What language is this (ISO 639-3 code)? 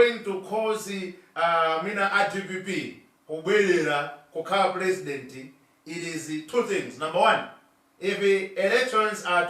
nya